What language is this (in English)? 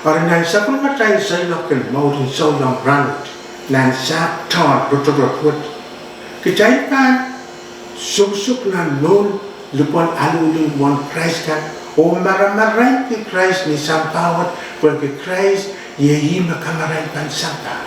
Pohnpeian